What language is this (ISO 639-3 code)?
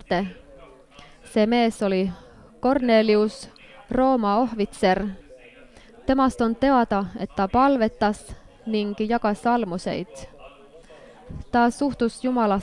est